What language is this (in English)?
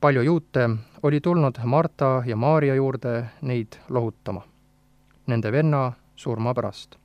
Estonian